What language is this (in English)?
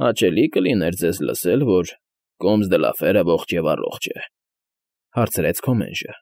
Armenian